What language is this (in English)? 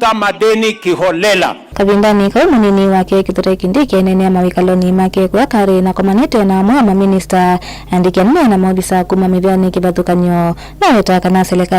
Kamba